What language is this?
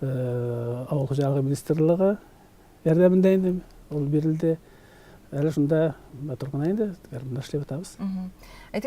Tatar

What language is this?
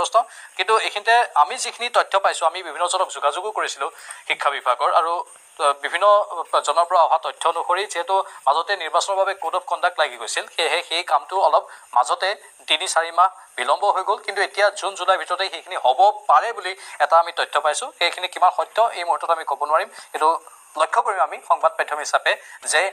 Assamese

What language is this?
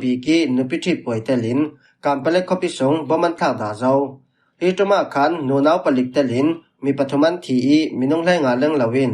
Falam Chin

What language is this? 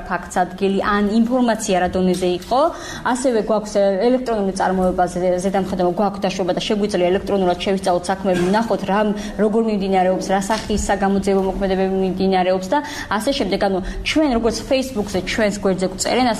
Georgian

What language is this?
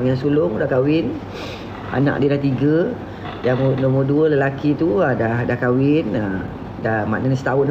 Malay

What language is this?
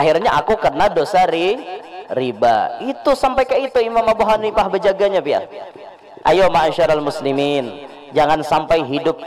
Banjar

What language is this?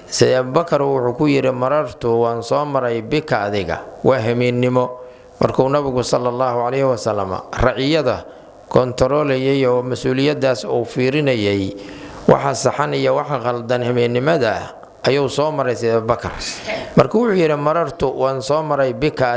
Somali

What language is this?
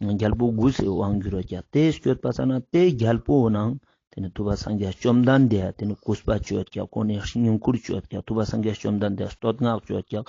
Ladakhi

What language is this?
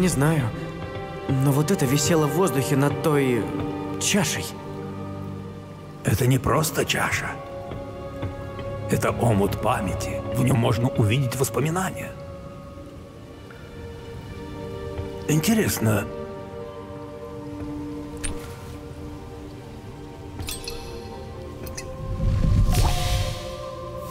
Russian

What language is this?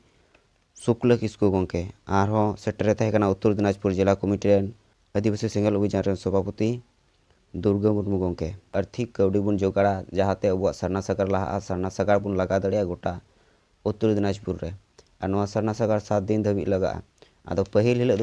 Santali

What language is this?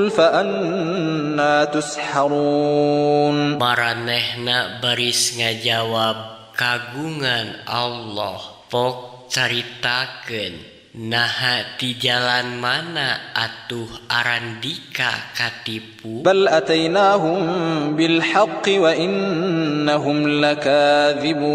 Sundanese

